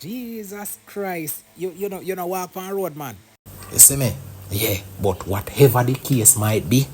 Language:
Jamaican Creole English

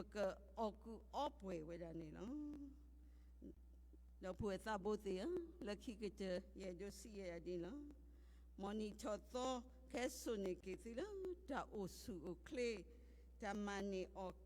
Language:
S'gaw Karen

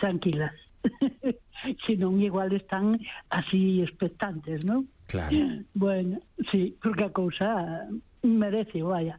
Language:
Galician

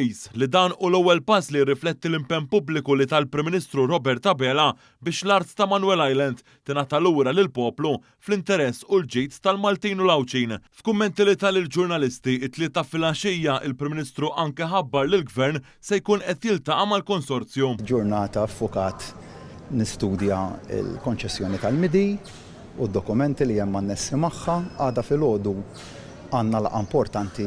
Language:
Maltese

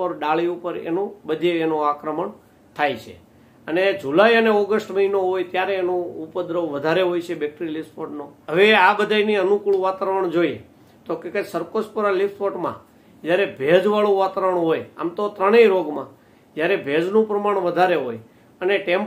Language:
Gujarati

